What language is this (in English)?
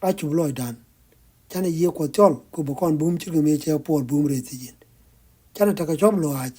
Nuer